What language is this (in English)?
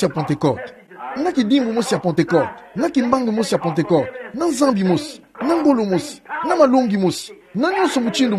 Kituba (Democratic Republic of Congo)